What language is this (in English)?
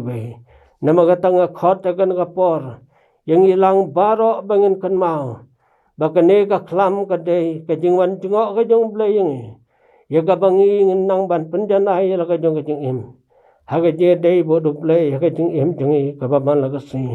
Khasi